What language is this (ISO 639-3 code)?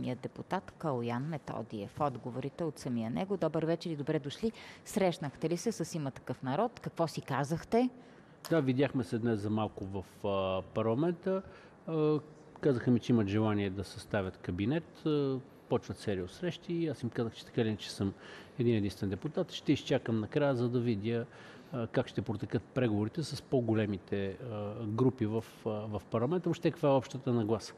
bul